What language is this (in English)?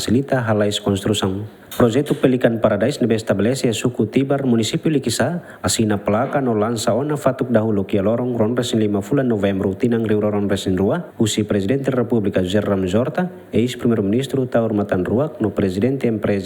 Tetum